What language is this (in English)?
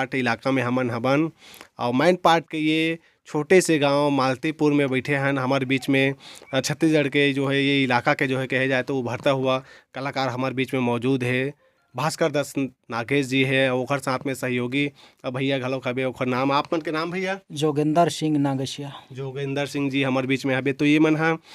Chhattisgarhi